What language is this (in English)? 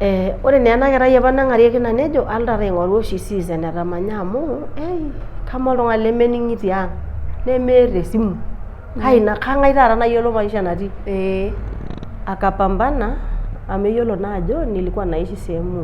Masai